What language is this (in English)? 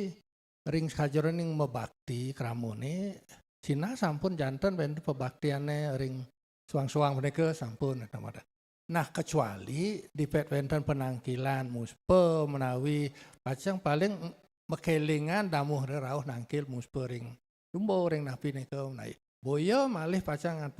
Balinese